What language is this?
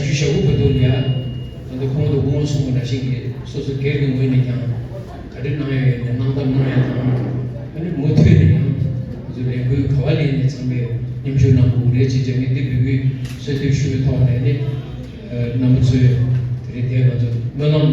Tibetan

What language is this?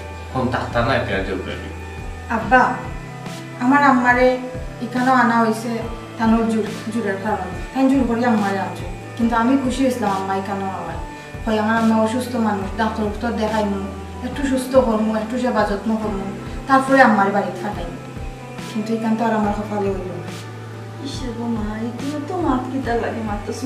Sylheti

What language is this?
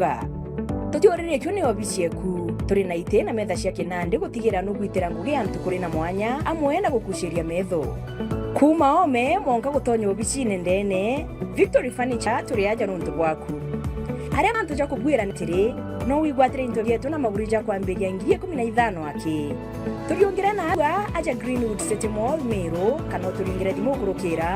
Meru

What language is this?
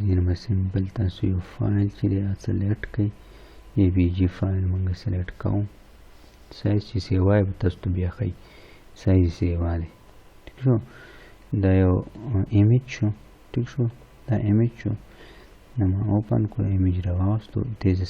Pashto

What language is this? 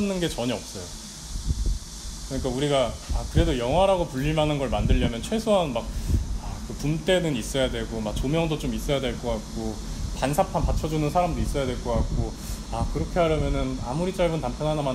Korean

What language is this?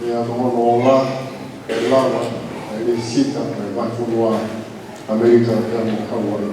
Tongan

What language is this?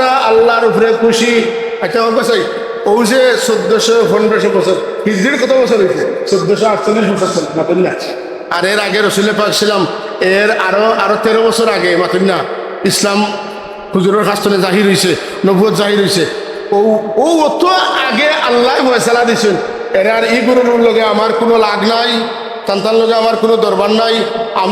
Sylheti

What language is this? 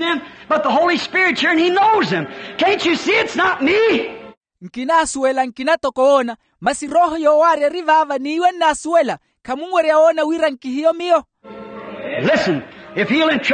Makhuwa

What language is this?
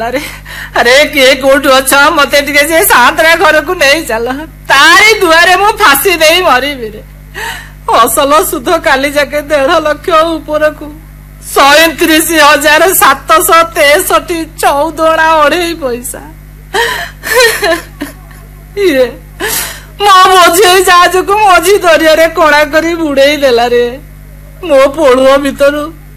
Odia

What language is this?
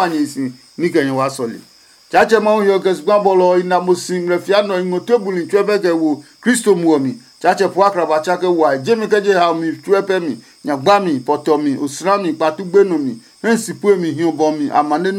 Adangme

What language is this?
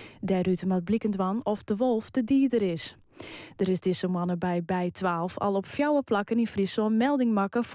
Western Frisian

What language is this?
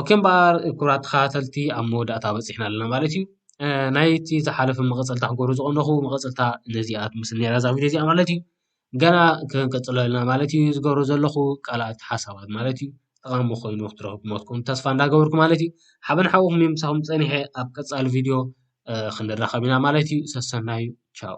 Tigrinya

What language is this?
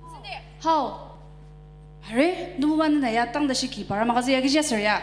Ao Naga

